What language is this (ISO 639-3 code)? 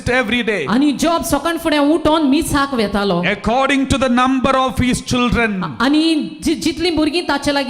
kok